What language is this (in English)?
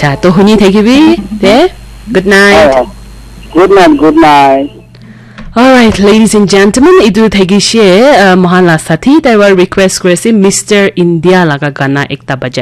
Naga Pidgin